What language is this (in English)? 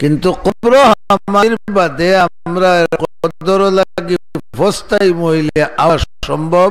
Sylheti